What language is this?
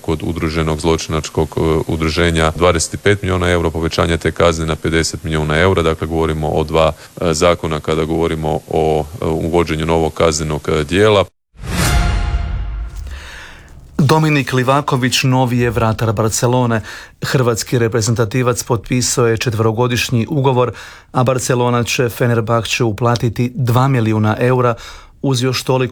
Croatian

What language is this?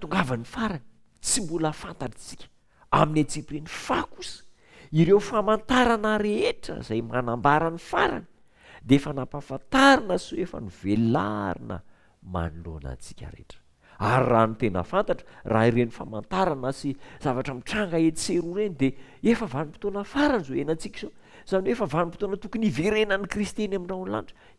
Malagasy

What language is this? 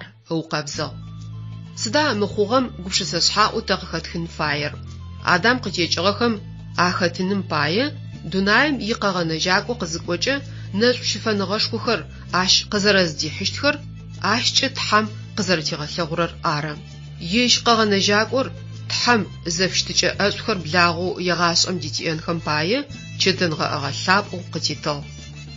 Adyghe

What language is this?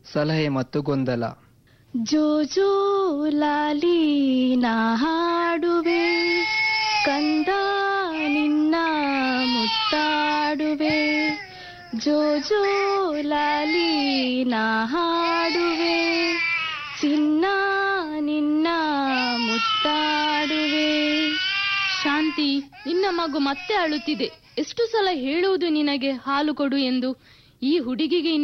Kannada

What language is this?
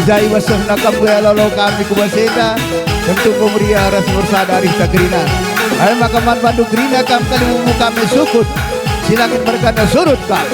Batak Karo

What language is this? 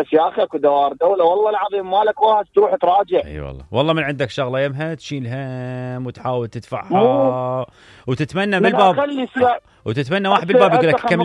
Mesopotamian Arabic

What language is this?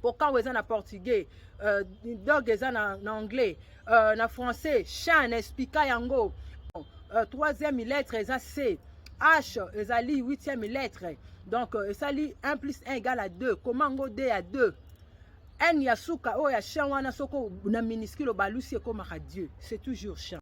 Lingala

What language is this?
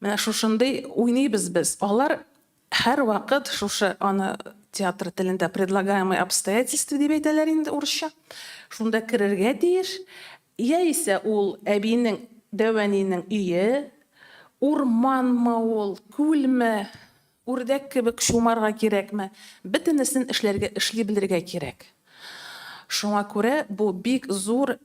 Tatar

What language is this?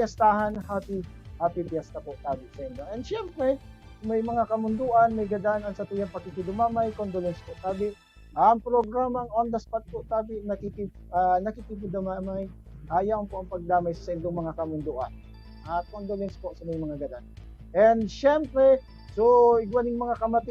Bikol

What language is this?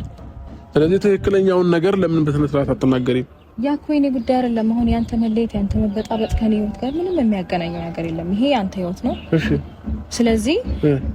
Amharic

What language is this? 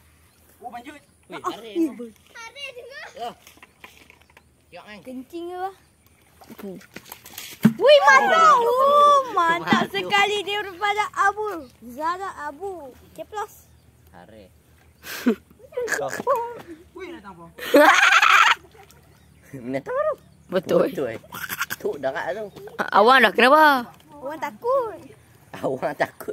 Malay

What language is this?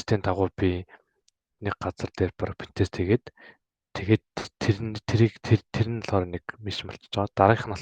Mongolian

